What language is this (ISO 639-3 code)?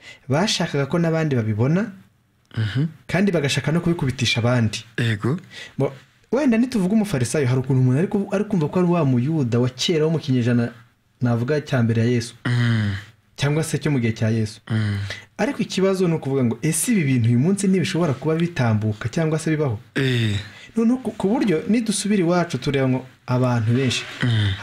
kin